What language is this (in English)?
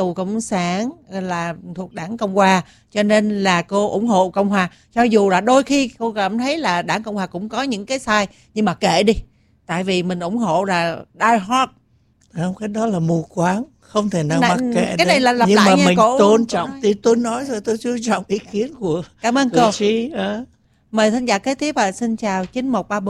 Vietnamese